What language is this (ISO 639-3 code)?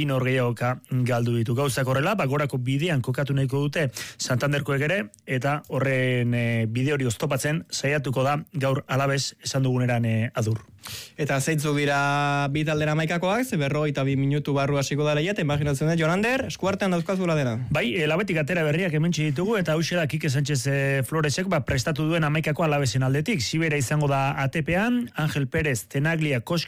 eus